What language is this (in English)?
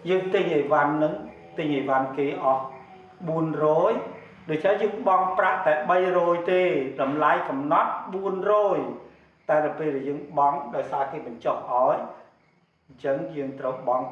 Khmer